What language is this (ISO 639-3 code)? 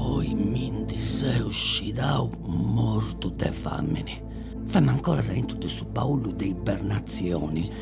srd